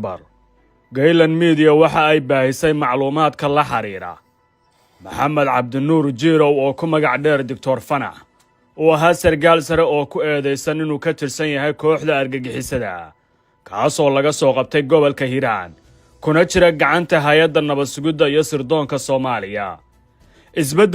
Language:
Somali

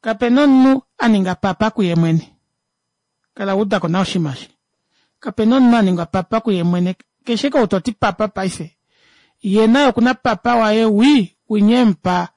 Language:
Kuanyama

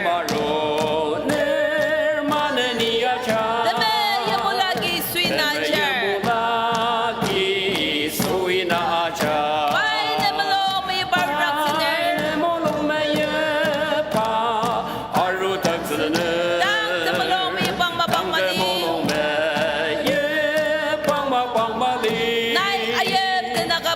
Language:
Ao Naga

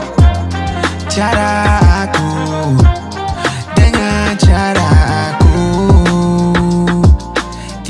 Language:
Malay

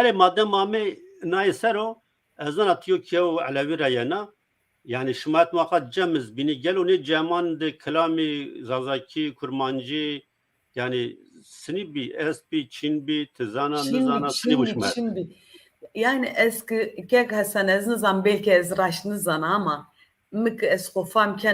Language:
Zaza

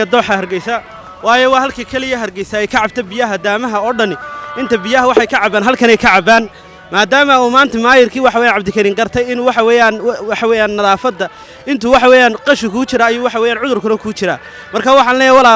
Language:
Somali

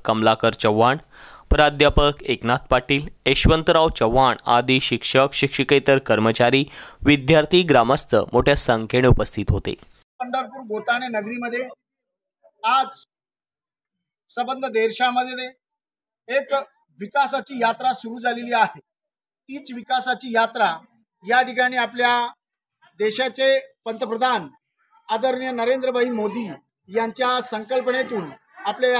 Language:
Marathi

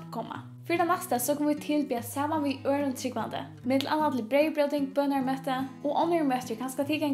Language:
Faroese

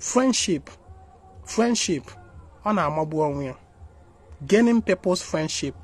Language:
Igbo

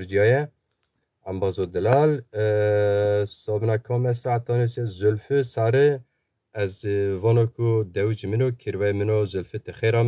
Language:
Zaza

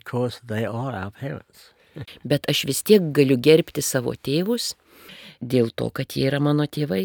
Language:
Lithuanian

